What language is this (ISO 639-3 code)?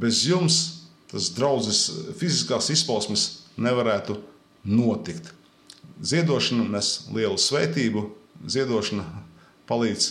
lav